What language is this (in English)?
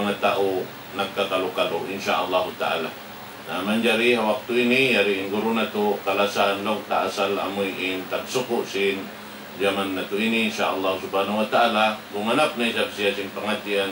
Tausug